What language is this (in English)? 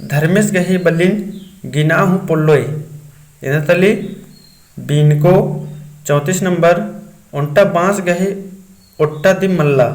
Kurukh